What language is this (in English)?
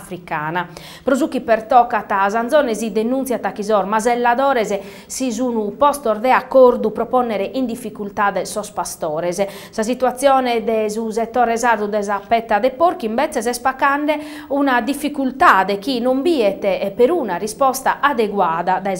Sardinian